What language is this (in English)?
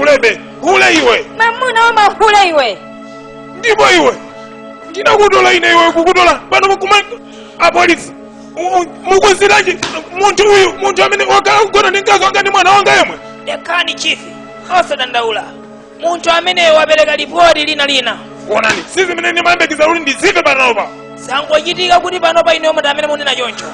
Nyanja